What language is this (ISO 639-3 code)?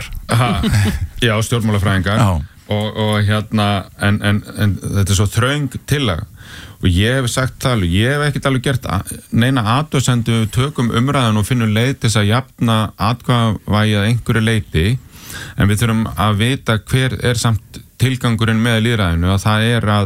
isl